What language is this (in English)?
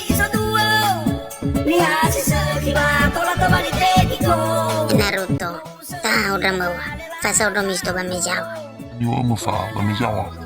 Nias